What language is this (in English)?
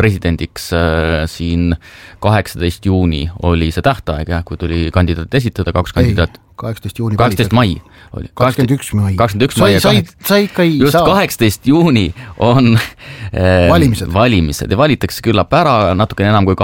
Estonian